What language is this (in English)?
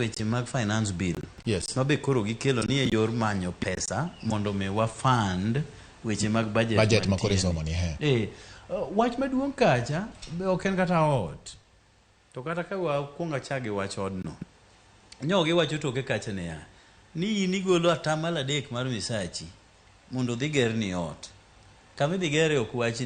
Luo (Kenya and Tanzania)